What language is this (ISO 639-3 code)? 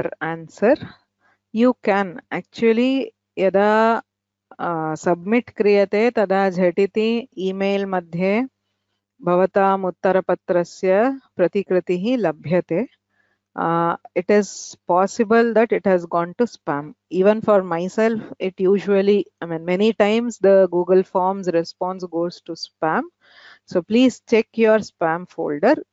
san